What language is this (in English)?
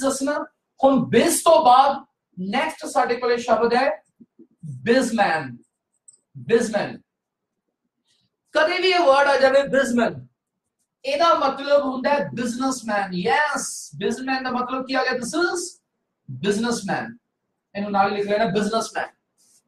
Punjabi